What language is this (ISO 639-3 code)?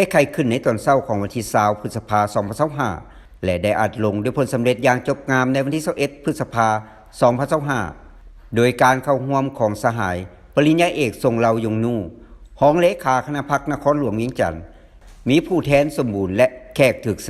lao